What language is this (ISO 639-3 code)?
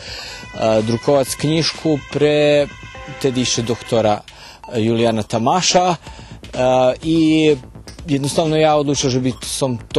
rue